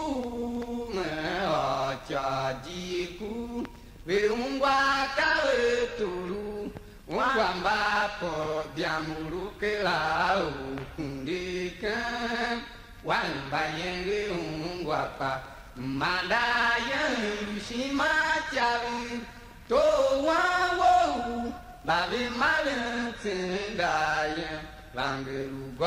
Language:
Tiv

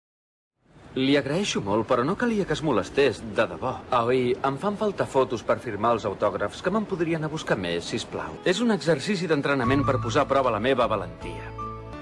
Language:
Catalan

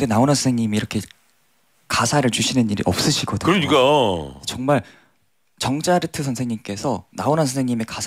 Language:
Korean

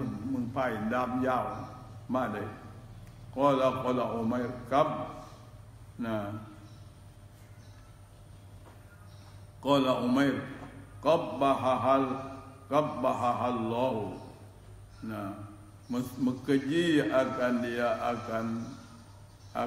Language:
Malay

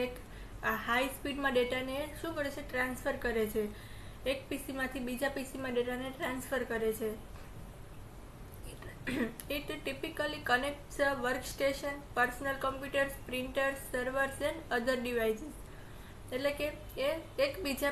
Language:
Gujarati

